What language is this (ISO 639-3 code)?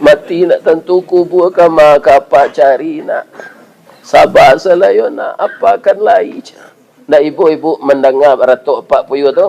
min